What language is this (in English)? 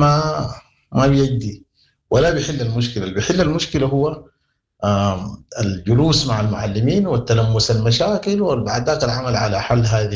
Sudanese Arabic